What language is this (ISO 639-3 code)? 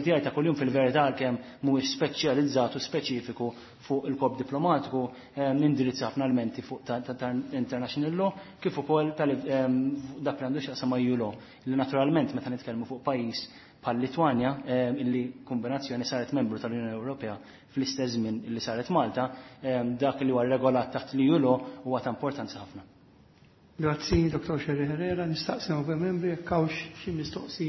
mlt